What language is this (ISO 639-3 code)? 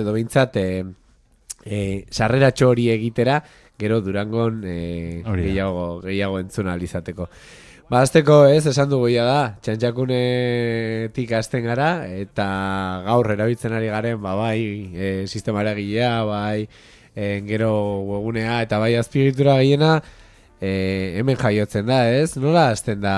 eus